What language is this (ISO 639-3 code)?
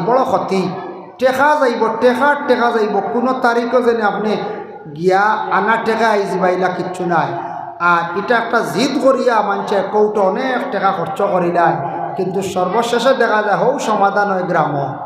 syl